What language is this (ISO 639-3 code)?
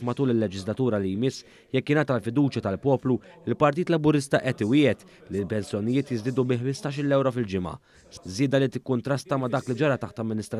mlt